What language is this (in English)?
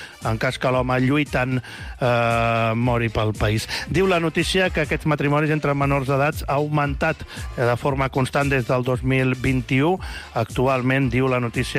Catalan